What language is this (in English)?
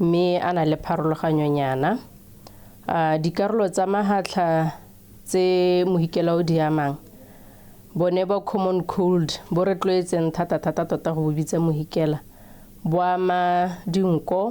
Tswana